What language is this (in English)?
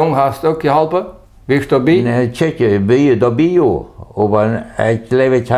Plautdietsch